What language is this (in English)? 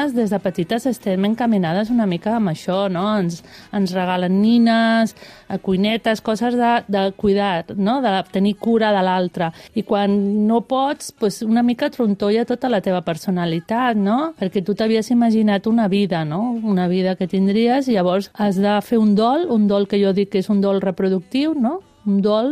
Catalan